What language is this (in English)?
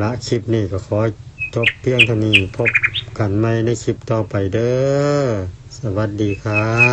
Northeastern Thai